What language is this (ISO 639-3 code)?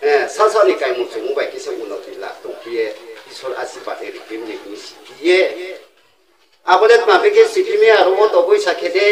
ria